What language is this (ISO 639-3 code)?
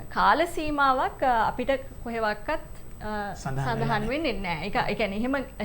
sin